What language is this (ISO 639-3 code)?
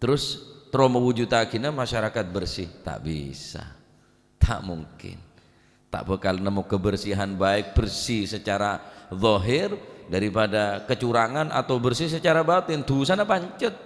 mad